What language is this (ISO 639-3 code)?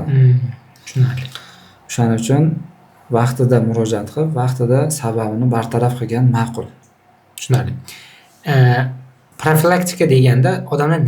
uzb